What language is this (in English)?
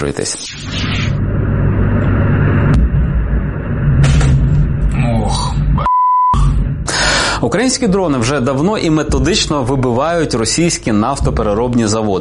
Ukrainian